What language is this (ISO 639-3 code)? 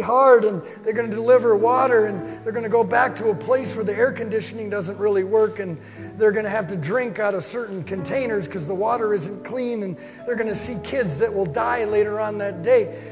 eng